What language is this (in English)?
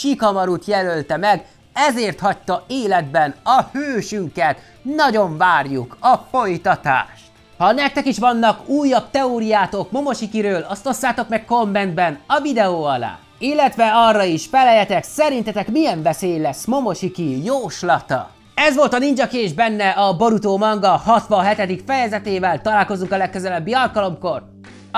Hungarian